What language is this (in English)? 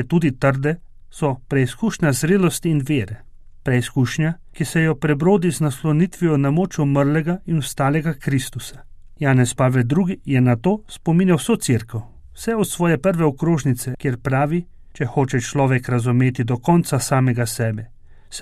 Slovenian